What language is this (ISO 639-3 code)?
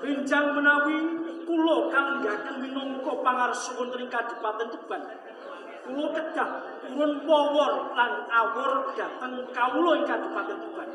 jav